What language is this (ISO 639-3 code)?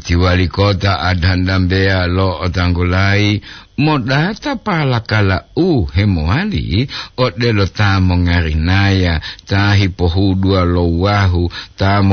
gor